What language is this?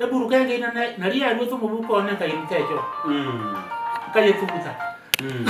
Gusii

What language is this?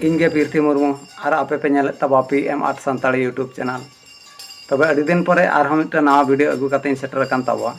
Santali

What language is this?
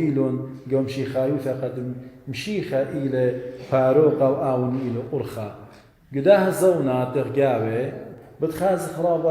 Assyrian Neo-Aramaic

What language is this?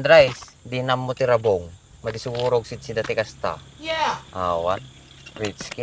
Iloko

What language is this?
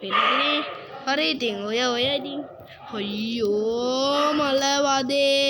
Sinhala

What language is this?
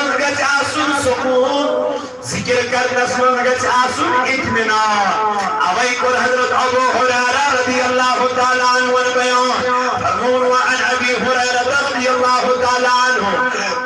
Kashmiri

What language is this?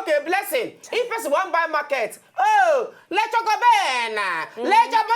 Nigerian Pidgin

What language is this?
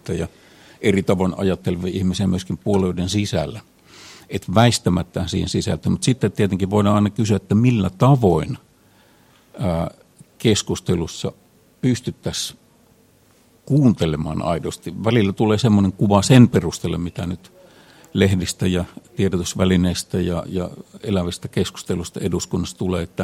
Finnish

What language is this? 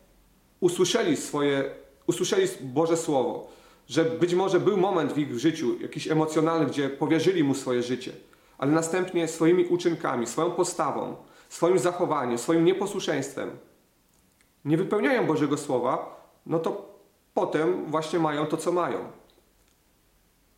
Polish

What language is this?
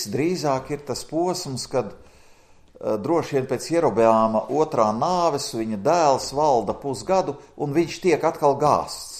Latvian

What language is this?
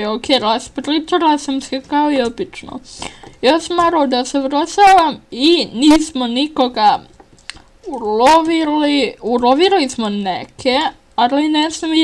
Bosnian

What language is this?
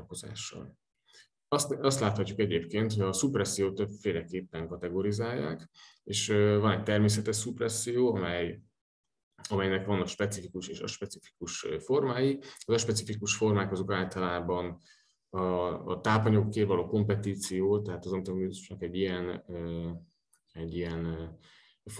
Hungarian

